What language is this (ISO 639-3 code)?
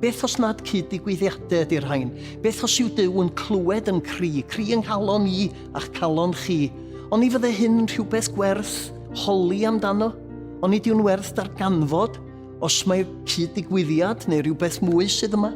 cym